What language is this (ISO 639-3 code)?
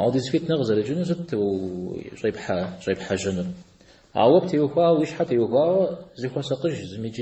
kbd